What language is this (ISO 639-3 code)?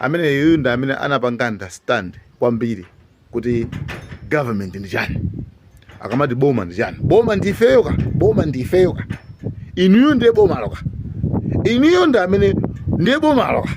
nya